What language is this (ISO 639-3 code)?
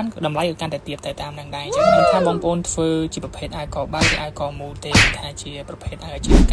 khm